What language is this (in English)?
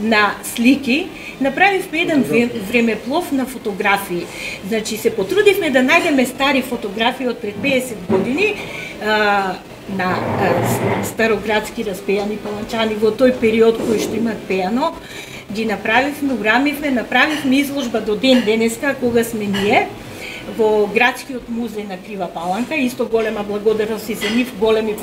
Macedonian